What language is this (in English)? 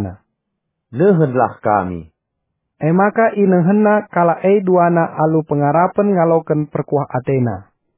Batak Karo